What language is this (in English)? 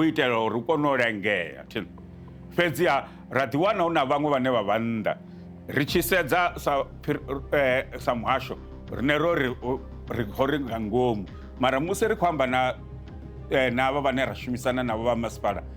Venda